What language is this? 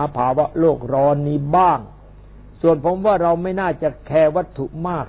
Thai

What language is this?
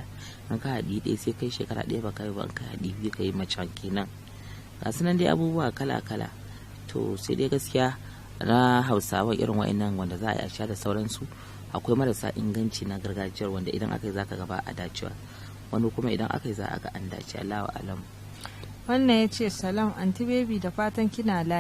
Hausa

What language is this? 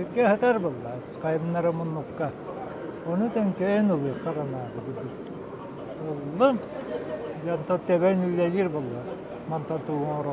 Yakut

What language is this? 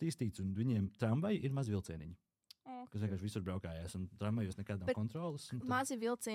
Latvian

